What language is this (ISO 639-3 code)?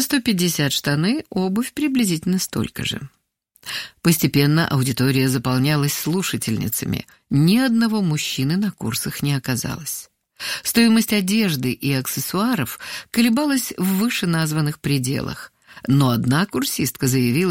rus